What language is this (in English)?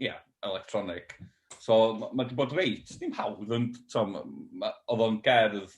Welsh